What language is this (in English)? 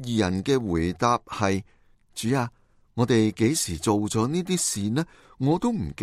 Cantonese